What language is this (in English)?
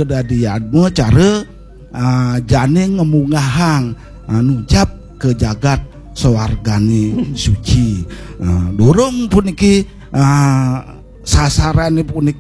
Balinese